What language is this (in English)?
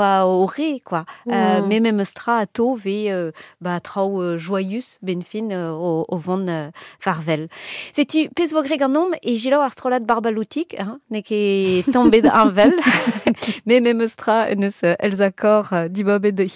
Breton